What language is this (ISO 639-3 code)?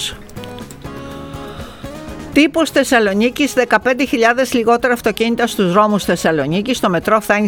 ell